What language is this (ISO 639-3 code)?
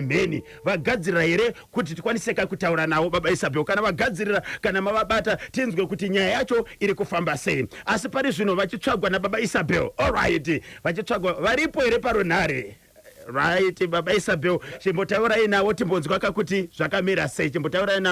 sna